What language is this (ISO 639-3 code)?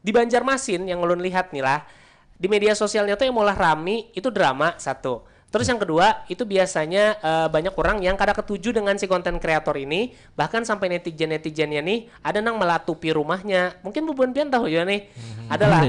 bjn